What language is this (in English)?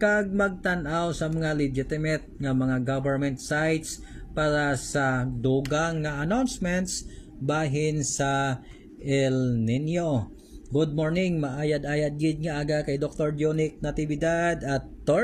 Hiligaynon